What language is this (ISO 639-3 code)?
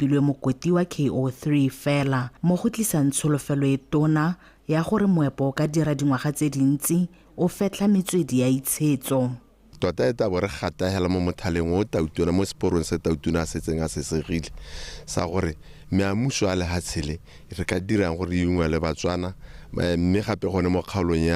tsn